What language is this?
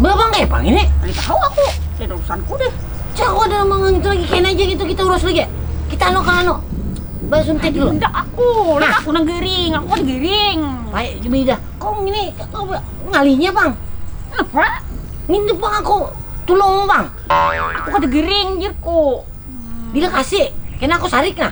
Banjar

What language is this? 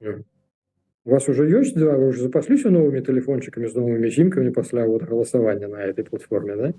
Belarusian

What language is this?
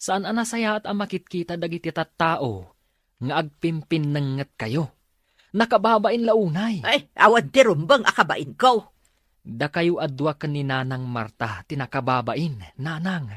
Iloko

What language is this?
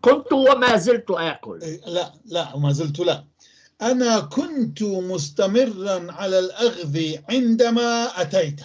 North Levantine Arabic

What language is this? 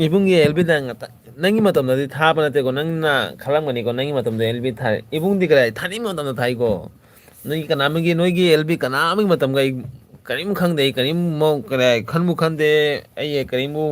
Manipuri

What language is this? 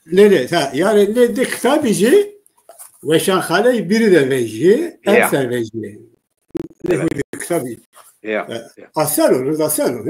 Zaza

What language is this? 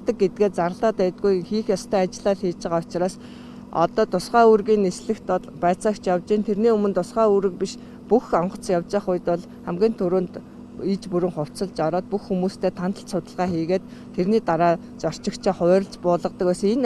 Mongolian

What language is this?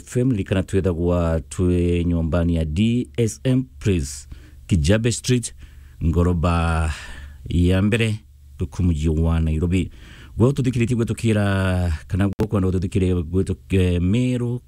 Meru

